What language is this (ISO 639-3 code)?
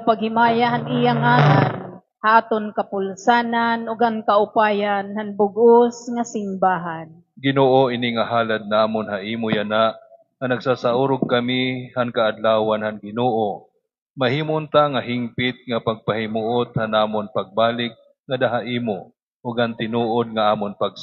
war